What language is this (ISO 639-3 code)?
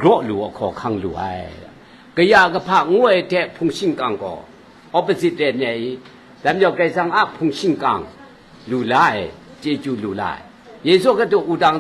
kac